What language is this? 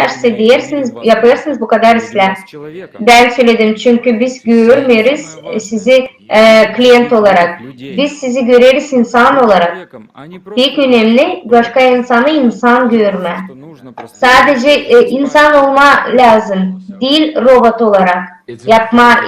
Gagauz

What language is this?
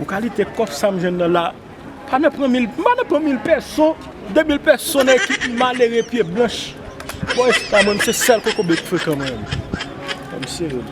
Haitian Creole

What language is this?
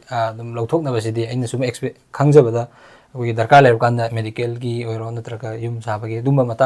Manipuri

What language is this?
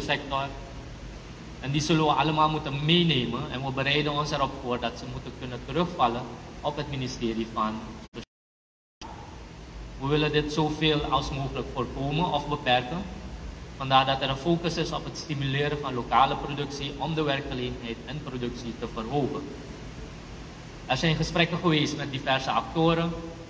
Dutch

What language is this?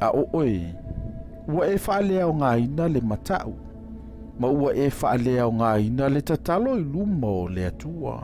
Samoan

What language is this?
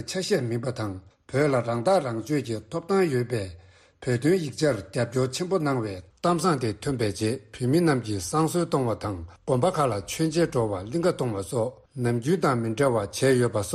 Tibetan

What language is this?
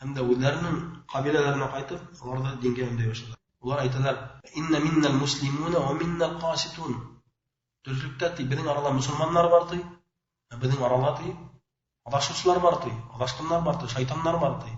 Bashkir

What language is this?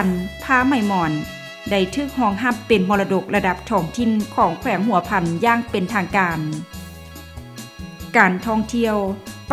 Lao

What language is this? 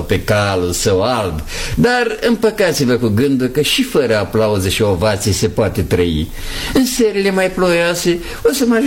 Romanian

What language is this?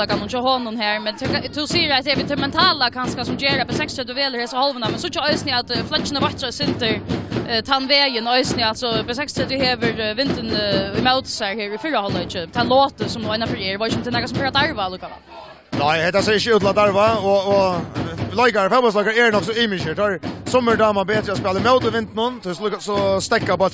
Faroese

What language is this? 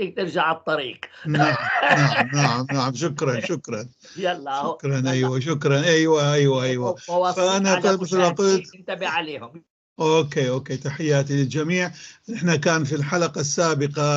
North Levantine Arabic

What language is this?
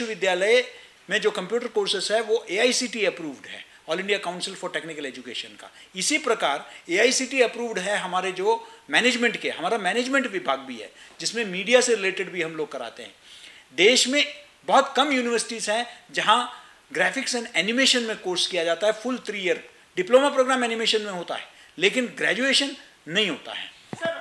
Hindi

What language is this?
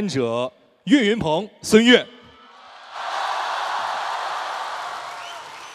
Chinese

